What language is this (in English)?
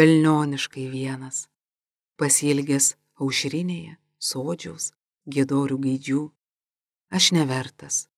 Lithuanian